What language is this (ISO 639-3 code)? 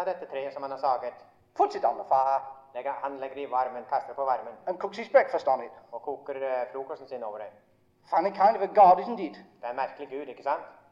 nor